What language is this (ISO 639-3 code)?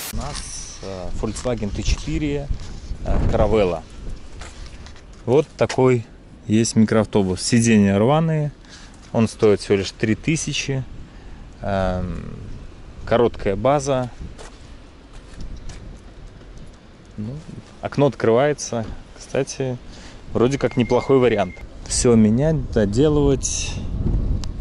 rus